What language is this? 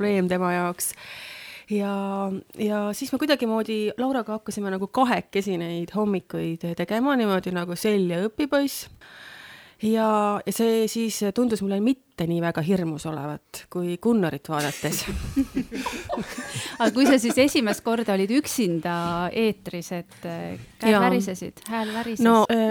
Estonian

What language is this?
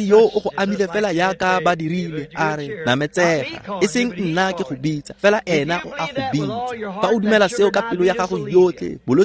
Tswana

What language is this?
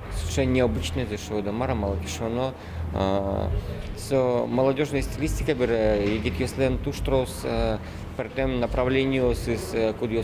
Udmurt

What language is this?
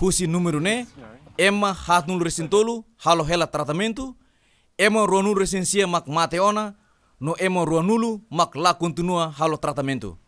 Tetum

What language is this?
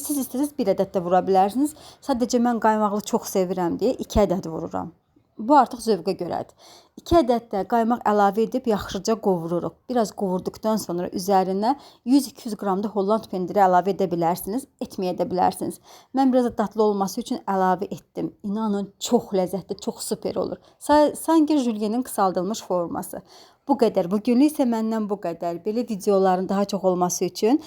Azerbaijani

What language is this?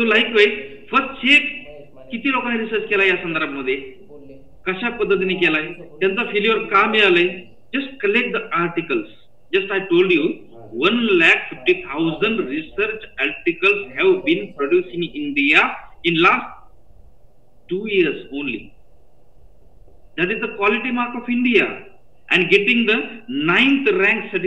Marathi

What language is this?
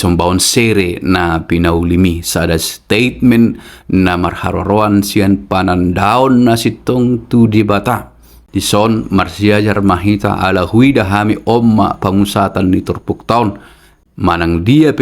Batak Toba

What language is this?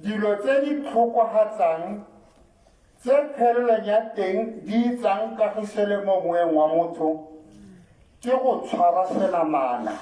Tswana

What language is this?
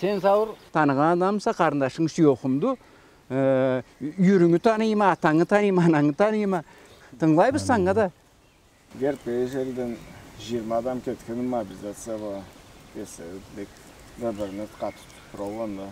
Karachay-Balkar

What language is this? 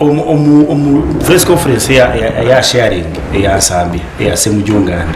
Nyankole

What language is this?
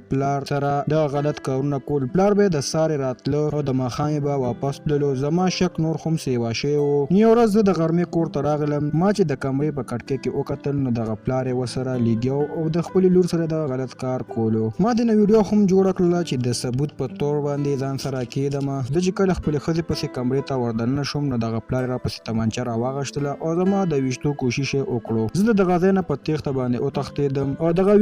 Pashto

